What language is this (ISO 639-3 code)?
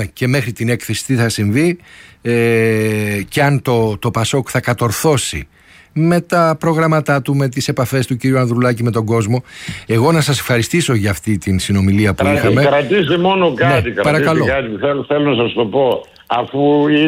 ell